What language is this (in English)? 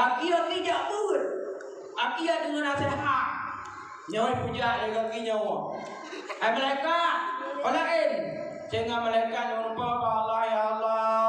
Achinese